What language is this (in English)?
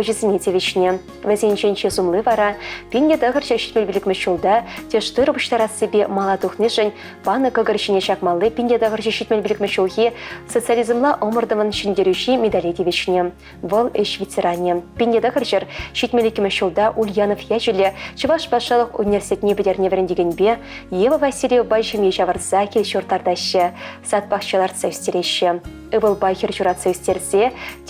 Chuvash